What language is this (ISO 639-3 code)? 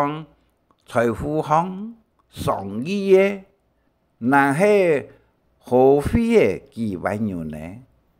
hak